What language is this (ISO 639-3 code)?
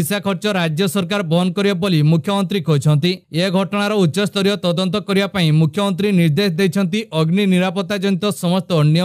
ori